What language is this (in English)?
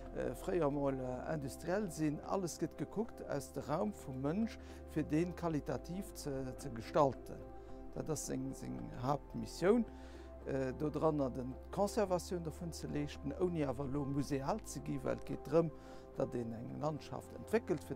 Luxembourgish